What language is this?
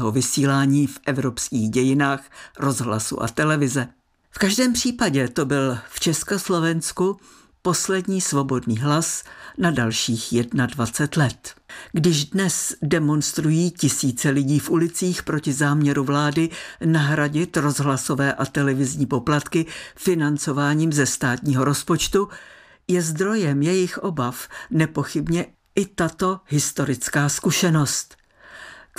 Czech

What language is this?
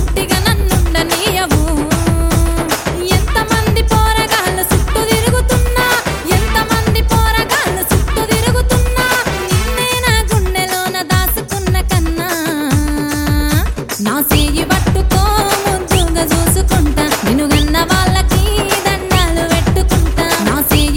Telugu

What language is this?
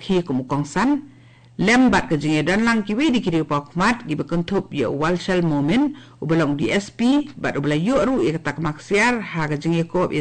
Khasi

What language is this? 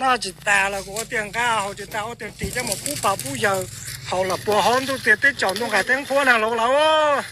Hmong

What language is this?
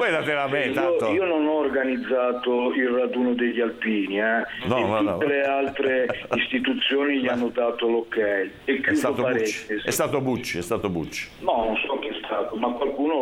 Italian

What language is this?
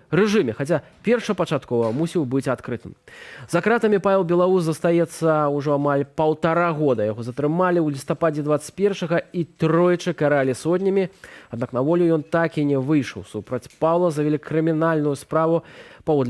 Belarusian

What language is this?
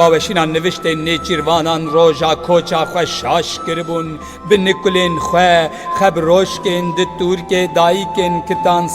Kurdish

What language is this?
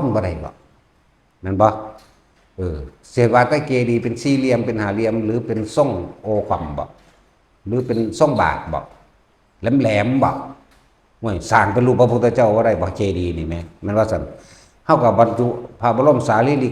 Northeastern Thai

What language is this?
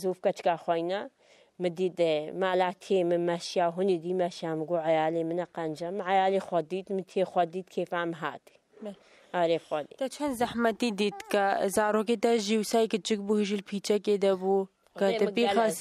Kurdish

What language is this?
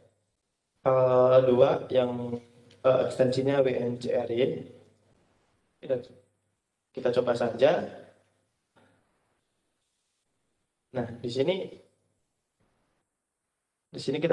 Indonesian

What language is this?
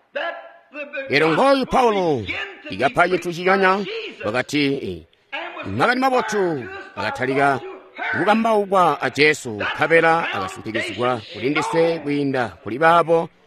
Tonga (Zambia)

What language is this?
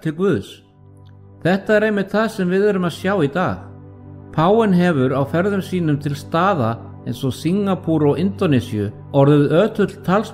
Icelandic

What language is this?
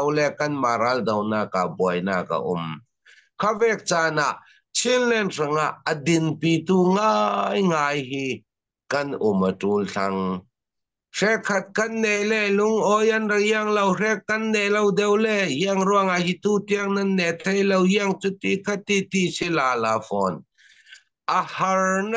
Falam Chin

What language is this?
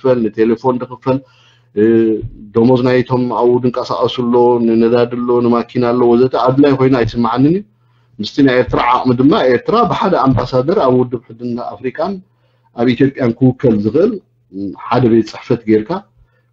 Tigrinya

